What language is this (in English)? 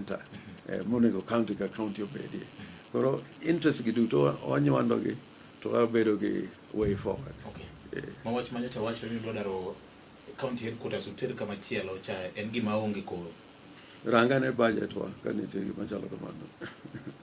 Luo (Kenya and Tanzania)